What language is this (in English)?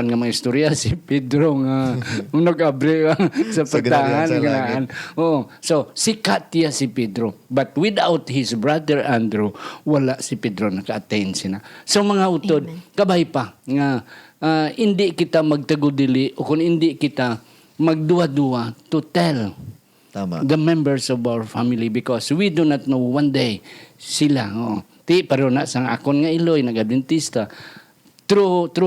Hiligaynon